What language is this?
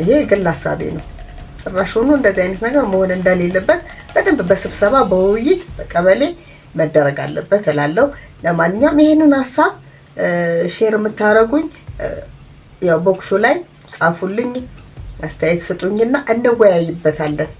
Amharic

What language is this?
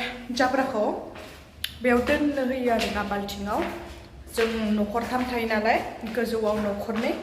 Bodo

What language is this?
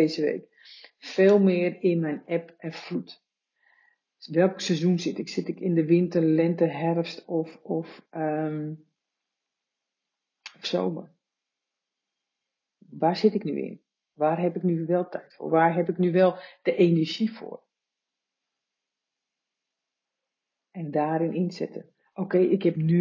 Dutch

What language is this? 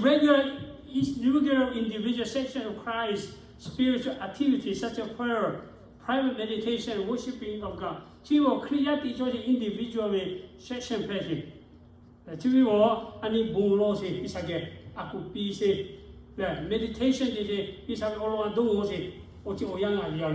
Lahu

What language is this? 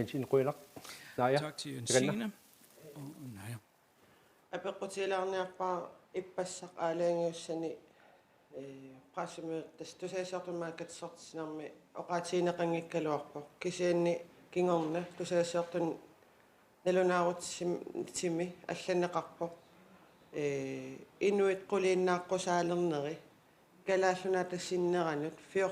Kalaallisut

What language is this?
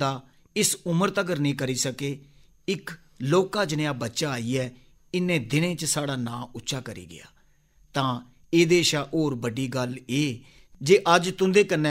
Dogri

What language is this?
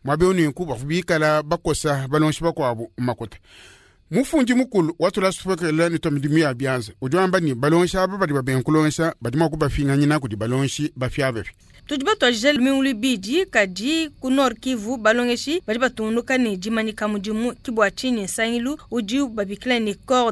Luba-Lulua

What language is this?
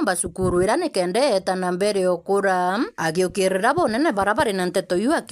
Meru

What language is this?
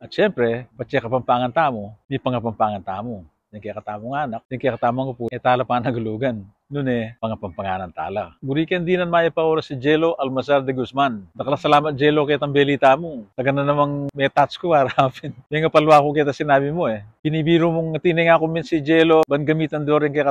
Pampanga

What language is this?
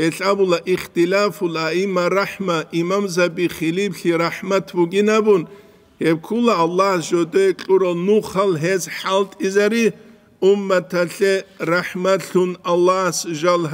Avaric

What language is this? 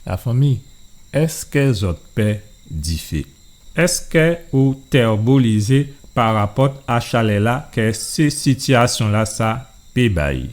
Guadeloupean Creole French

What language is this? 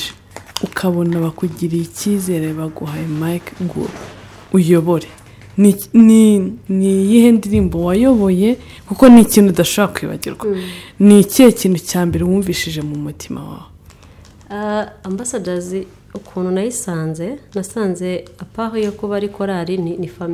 Kinyarwanda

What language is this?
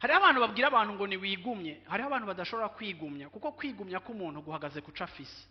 Rundi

